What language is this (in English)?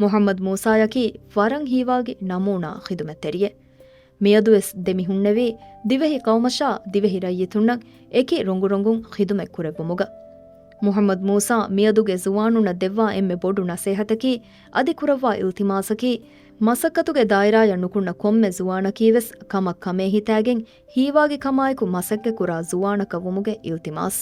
Divehi